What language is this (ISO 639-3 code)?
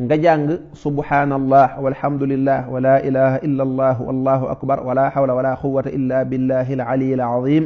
wol